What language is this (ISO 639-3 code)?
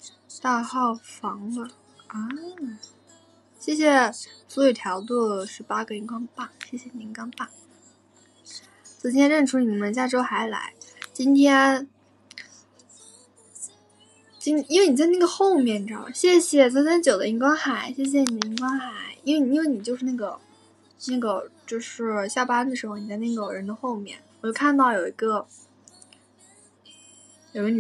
zho